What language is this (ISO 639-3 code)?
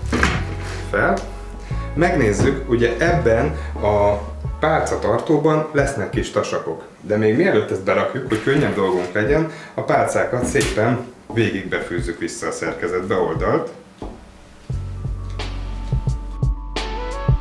hun